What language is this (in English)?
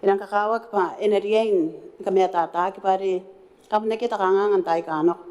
Gilbertese